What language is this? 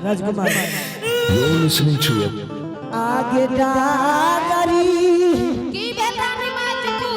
Angika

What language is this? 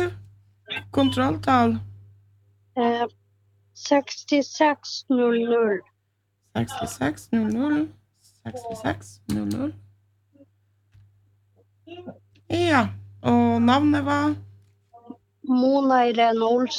Norwegian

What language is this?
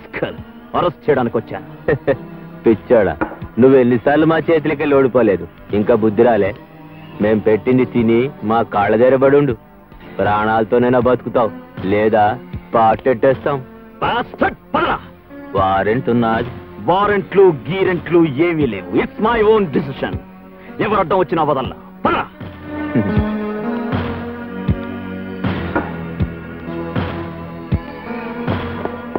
Telugu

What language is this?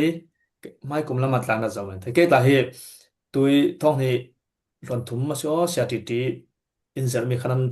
Falam Chin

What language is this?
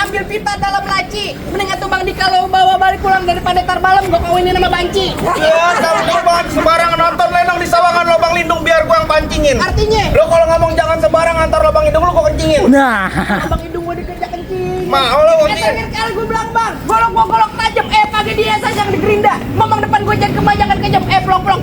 Betawi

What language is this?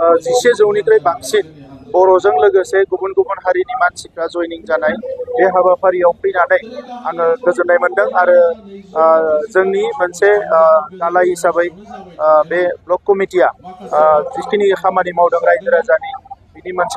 Bodo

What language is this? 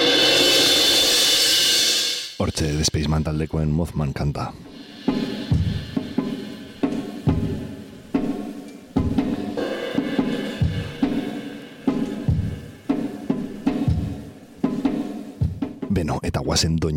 Basque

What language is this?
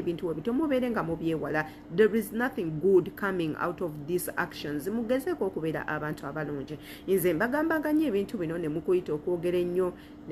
Ganda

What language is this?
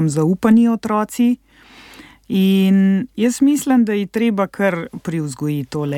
Slovenian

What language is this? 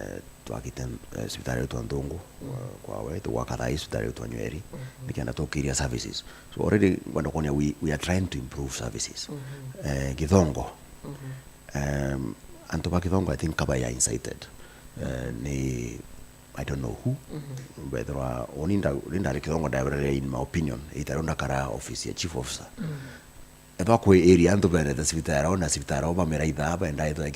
Meru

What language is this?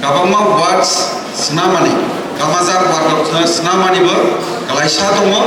Kok Borok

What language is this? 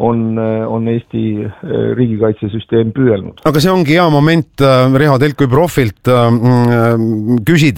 Estonian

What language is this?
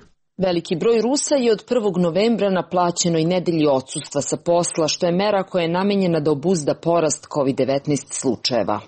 Serbian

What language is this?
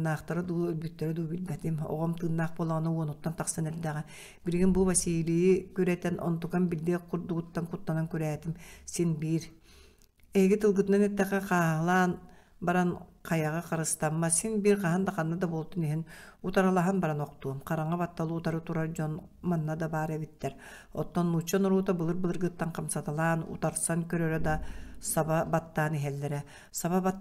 Yakut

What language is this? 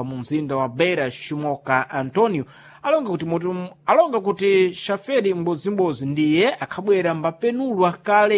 Sena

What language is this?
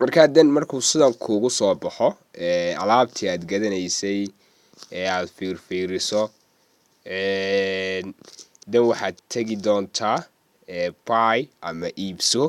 Somali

